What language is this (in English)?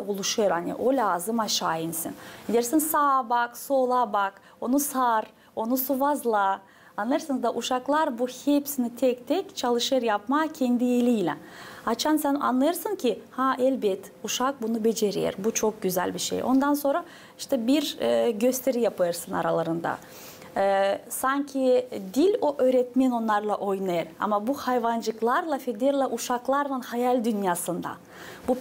Gagauz